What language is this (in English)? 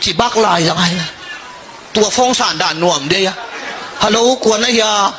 Tedim Chin